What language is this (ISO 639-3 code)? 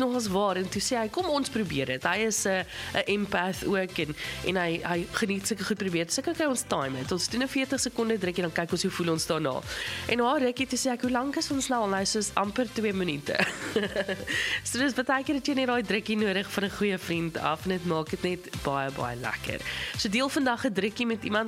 afr